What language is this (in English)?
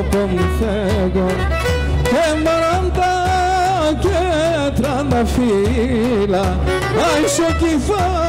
Greek